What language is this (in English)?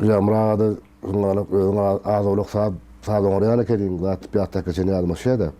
Turkmen